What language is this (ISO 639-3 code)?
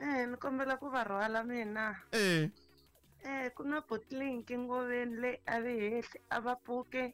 tso